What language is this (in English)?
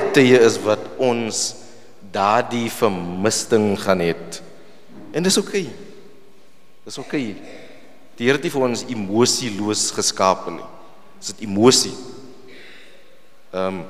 Afrikaans